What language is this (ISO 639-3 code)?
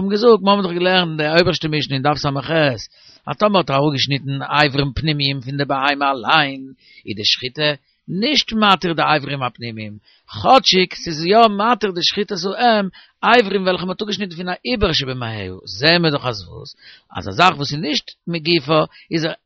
yid